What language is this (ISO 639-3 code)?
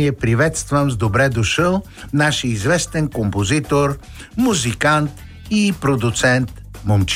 bul